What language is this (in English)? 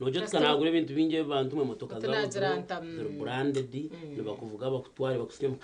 Nyankole